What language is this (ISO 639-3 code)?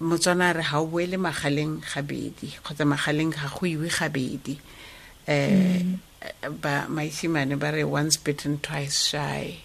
tsn